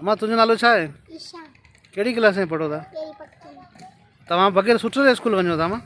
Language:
Sindhi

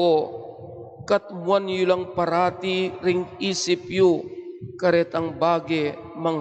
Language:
Pampanga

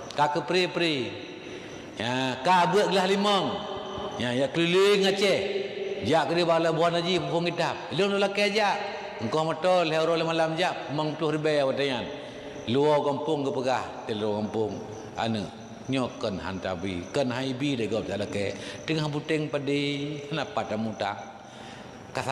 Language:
Achinese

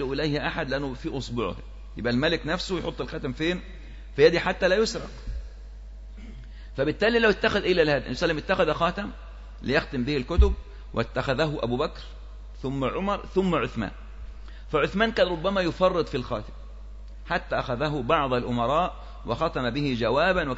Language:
Arabic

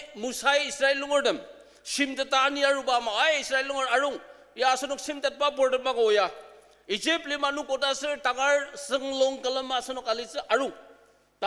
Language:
Ao Naga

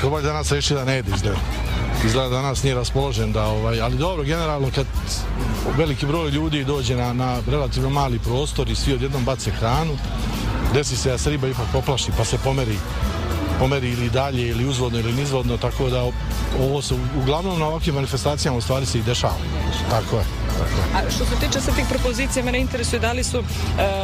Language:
Serbian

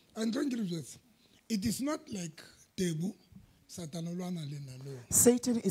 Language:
Southern Sotho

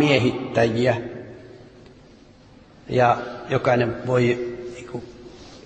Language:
Finnish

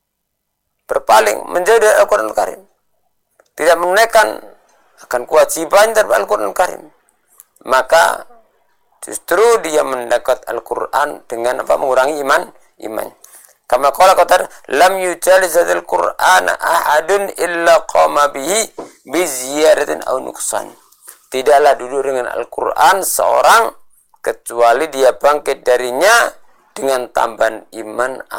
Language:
Indonesian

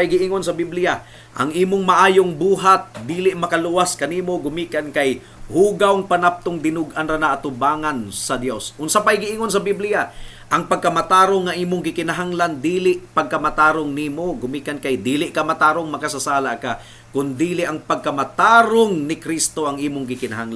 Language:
Cebuano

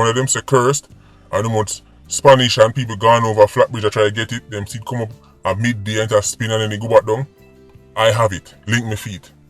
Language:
Jamaican Creole English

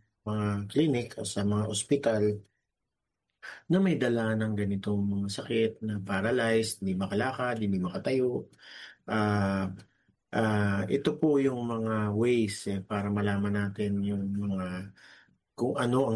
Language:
Filipino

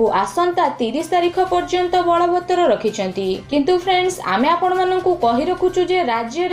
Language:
Odia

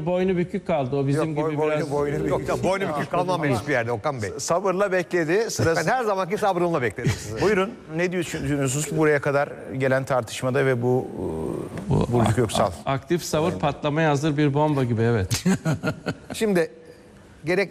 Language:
Turkish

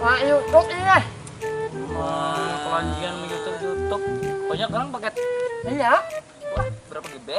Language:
Banjar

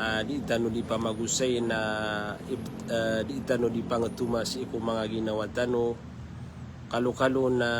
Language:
Maranao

